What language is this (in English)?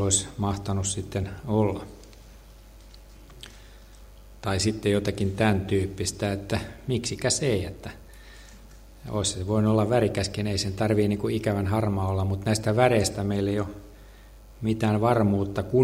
Finnish